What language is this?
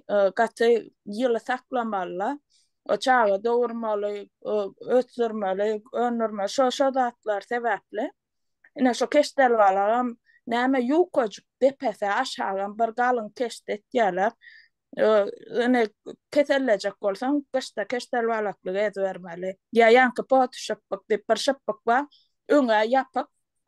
Turkmen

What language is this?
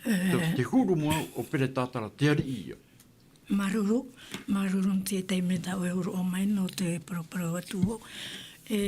Tahitian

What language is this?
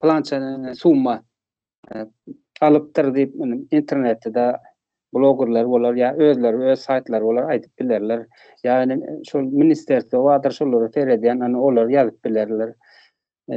Turkmen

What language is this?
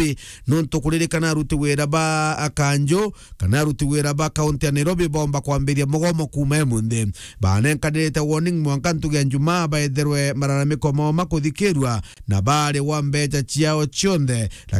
Meru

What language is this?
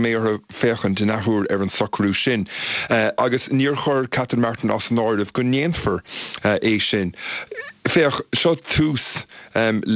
Irish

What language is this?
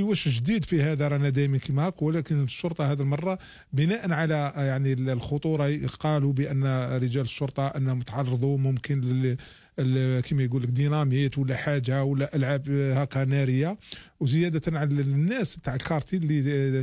Algerian Arabic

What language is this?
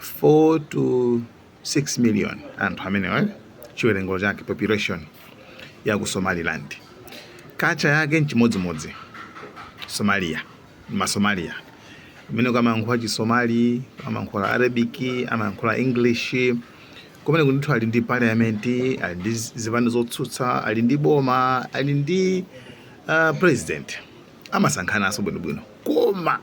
Nyanja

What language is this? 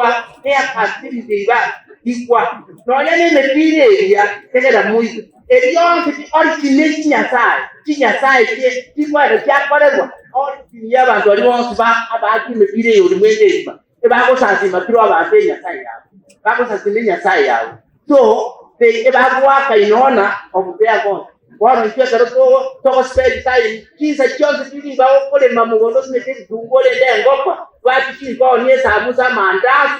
Gusii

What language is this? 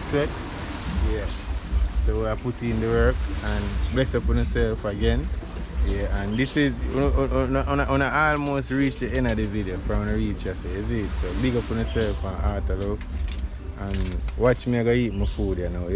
Jamaican Creole English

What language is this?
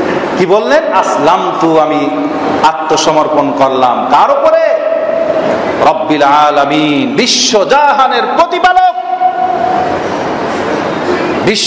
Bangla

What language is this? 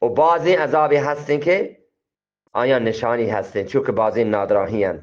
Eastern Balochi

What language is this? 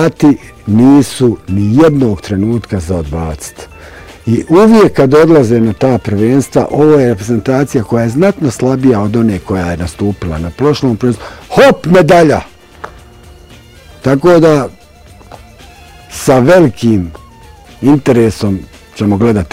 Bosnian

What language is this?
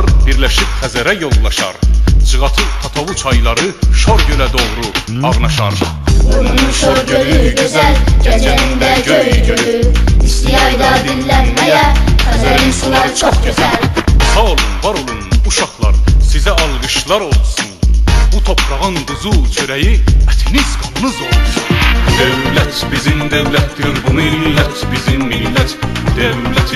South Azerbaijani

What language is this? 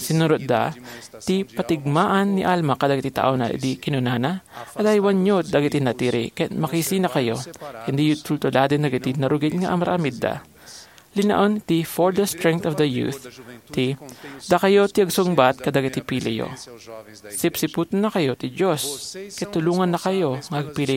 Iloko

